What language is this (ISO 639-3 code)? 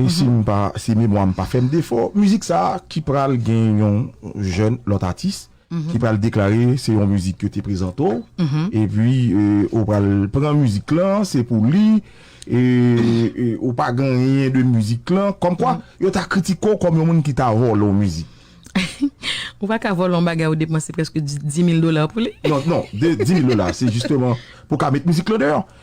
hat